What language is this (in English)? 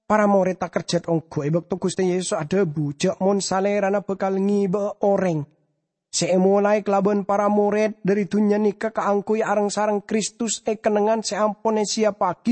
Madurese